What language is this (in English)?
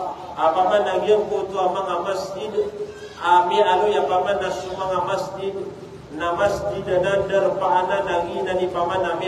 Maranao